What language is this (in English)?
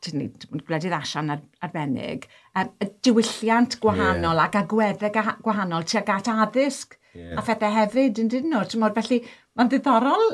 Welsh